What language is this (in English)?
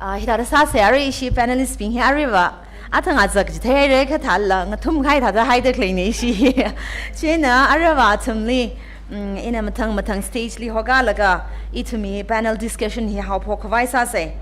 Tangkhul Naga (India)